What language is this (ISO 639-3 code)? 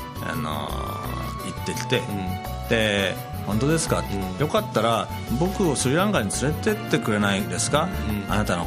jpn